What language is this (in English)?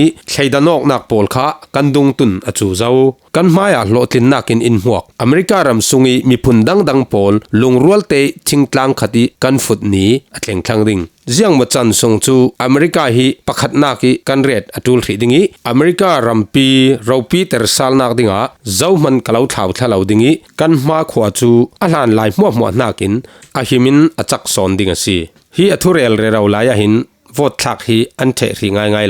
Falam Chin